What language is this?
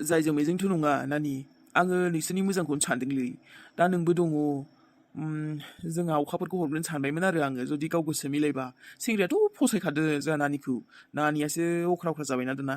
Bodo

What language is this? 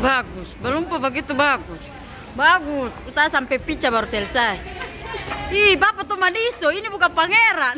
Ambonese Malay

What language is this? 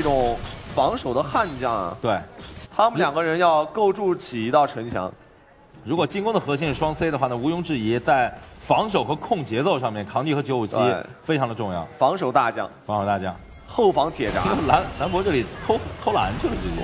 Chinese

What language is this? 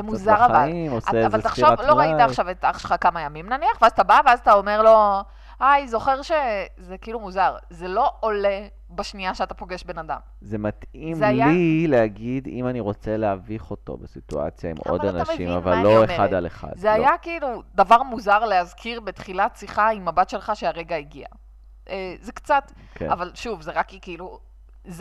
Hebrew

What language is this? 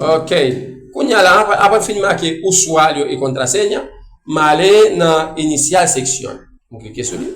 Haitian Creole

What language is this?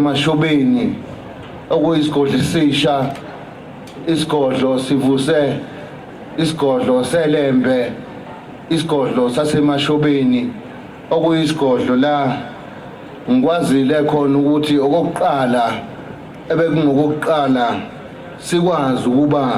Zulu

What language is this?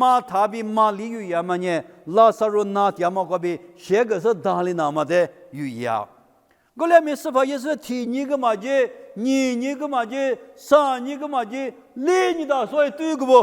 Lisu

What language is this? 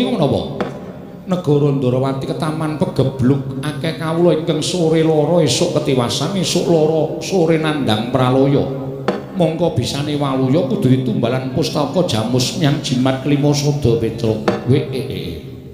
Javanese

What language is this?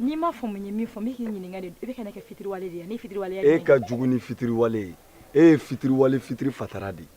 Bambara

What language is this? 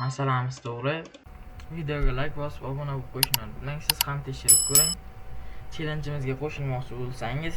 Uzbek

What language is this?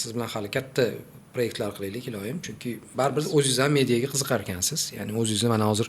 Uzbek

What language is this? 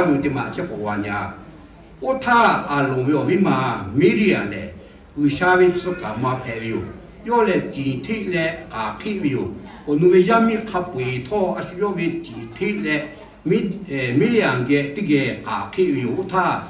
Lahu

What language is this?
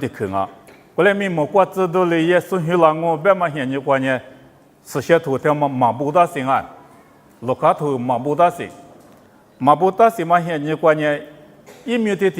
Lisu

